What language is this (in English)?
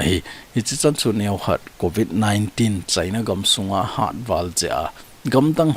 Thado Chin